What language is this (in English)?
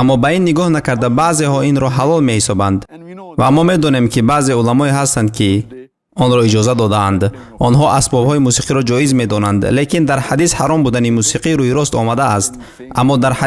Tajik